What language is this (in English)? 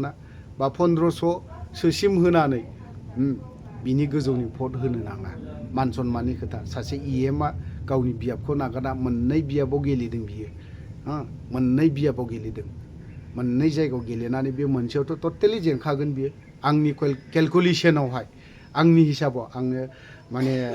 Bodo